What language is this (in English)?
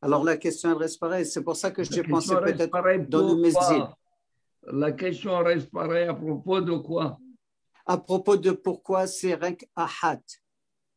French